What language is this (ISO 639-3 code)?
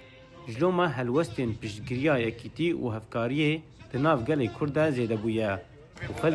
kur